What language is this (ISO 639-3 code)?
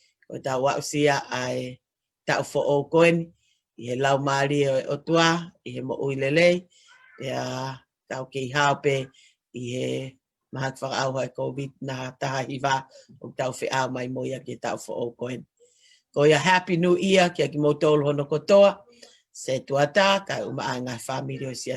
ton